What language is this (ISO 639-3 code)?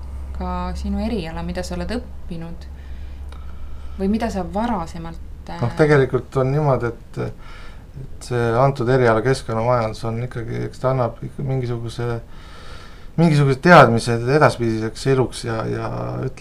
est